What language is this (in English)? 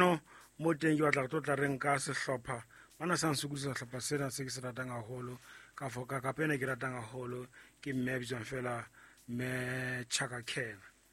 Southern Sotho